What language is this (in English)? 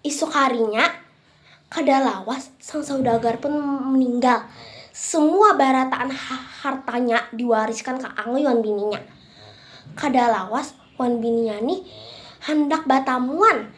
Banjar